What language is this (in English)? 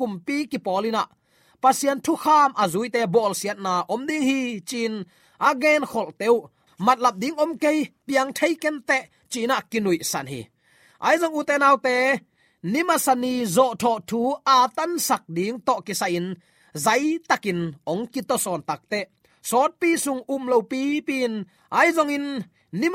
Tedim Chin